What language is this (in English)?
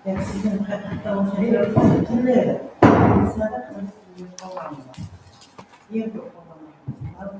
Kara-Kalpak